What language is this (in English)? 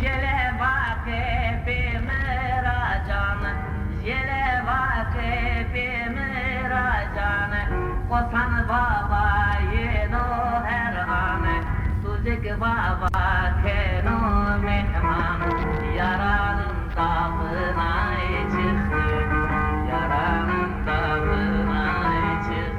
Zaza